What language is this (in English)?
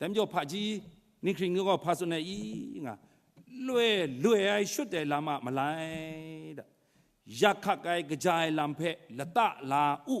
Kachin